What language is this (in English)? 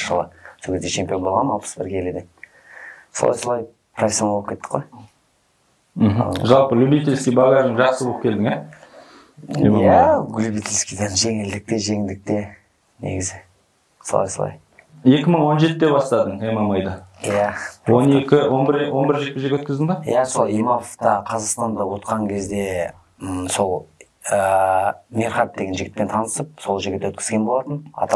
Kazakh